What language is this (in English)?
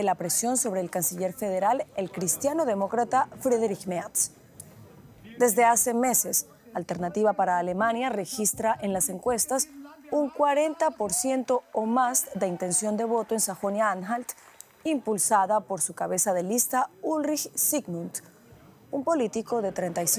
Spanish